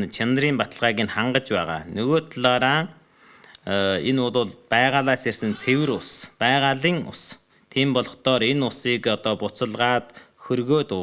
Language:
Mongolian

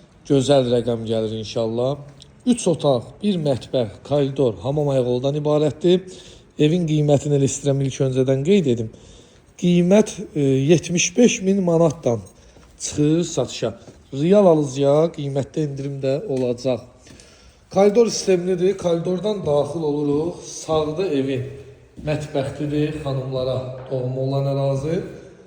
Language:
Azerbaijani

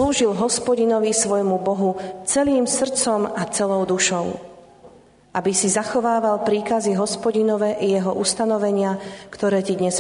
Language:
Slovak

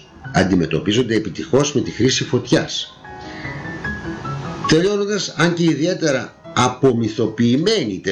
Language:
Greek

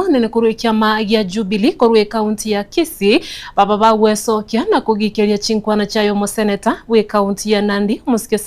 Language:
Gusii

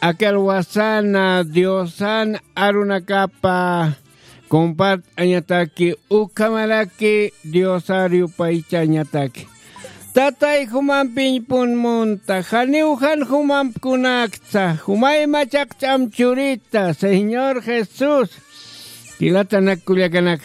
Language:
Aymara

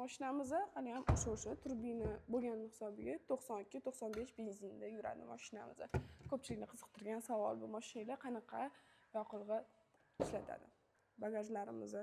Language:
Uzbek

